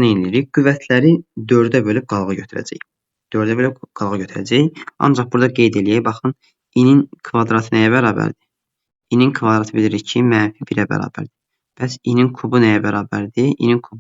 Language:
Azerbaijani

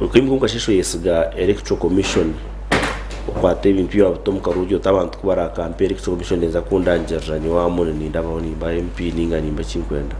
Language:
Nyankole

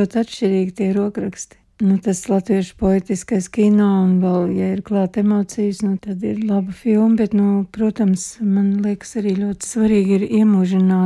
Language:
Latvian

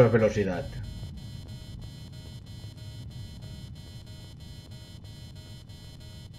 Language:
Spanish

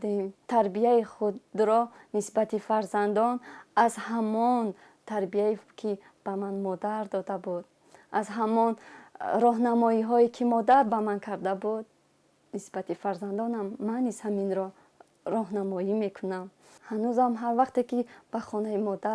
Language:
Tajik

